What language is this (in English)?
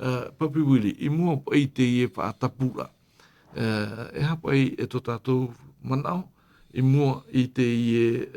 Tahitian